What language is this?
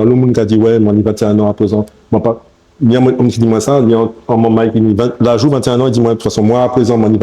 Guadeloupean Creole French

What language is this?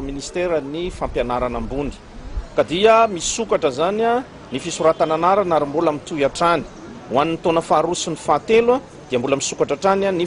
Malagasy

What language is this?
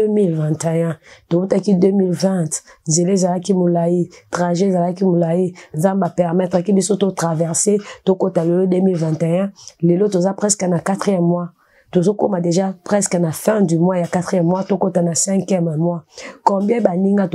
Lingala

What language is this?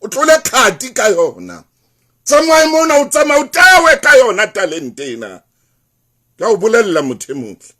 Southern Sotho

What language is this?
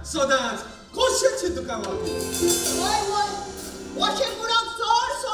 Konkani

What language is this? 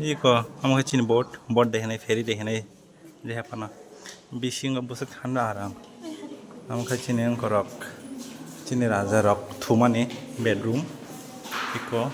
Kok Borok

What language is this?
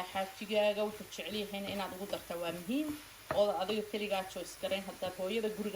Somali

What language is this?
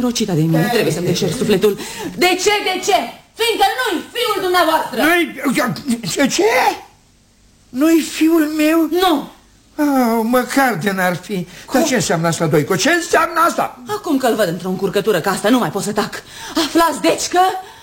Romanian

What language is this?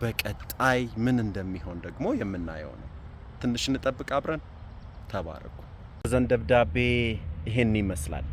Amharic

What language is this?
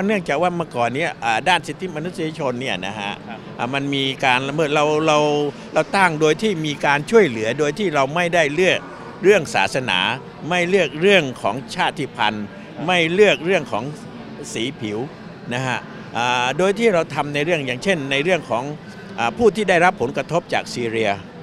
Thai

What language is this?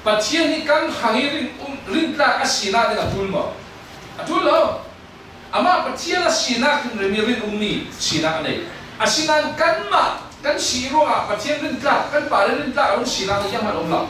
Falam Chin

